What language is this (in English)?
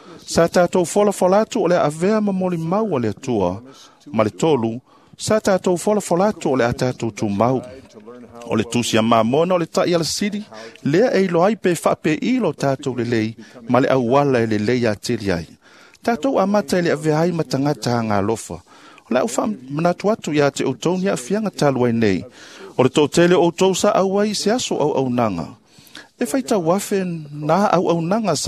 Samoan